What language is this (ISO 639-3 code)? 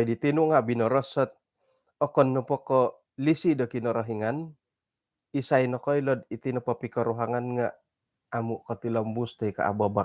dtp